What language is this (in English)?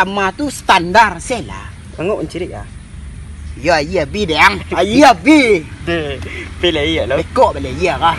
Minangkabau